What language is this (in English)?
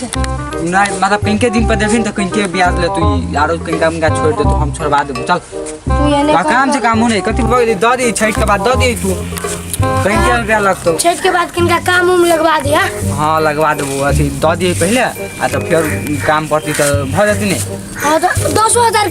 Maithili